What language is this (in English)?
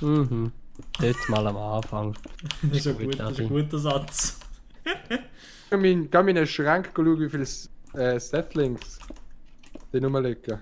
Swiss German